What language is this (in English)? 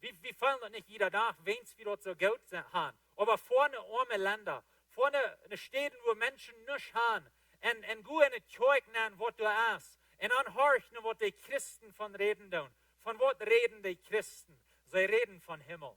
Plautdietsch